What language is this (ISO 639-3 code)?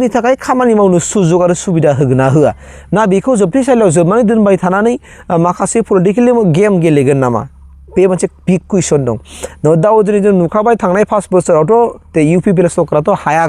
brx